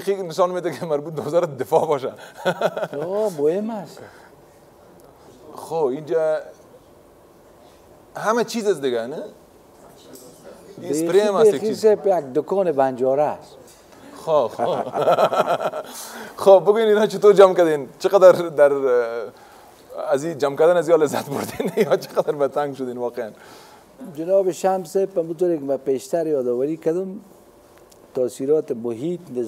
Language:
Persian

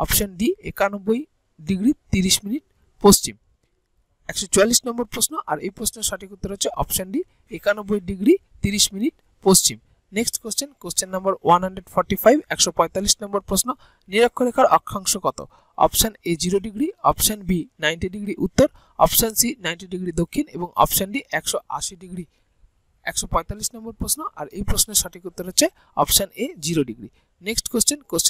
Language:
Bangla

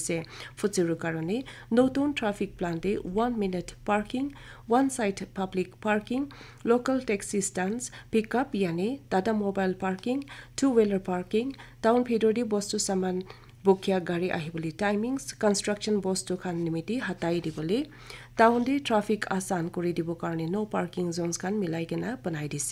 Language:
Naga Pidgin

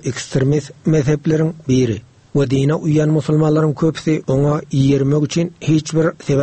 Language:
Turkmen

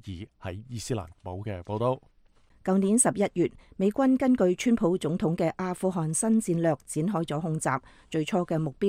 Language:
Cantonese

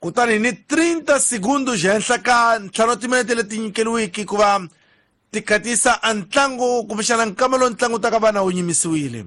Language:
Tsonga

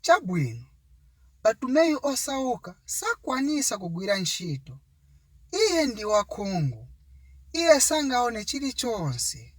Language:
Nyanja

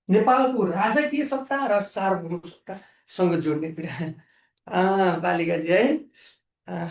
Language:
Nepali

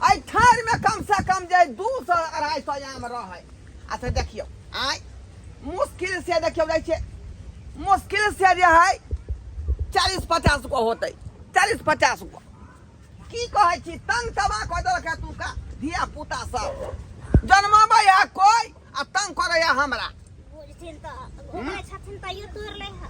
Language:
Maithili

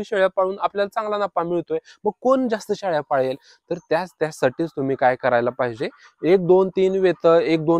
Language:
Marathi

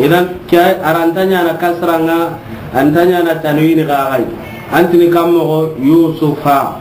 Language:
Soninke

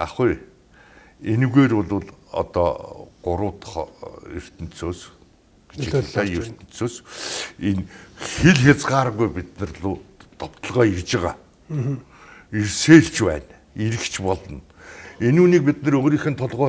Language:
Mongolian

